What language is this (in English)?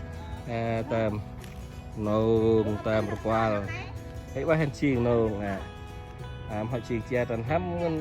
Central Mnong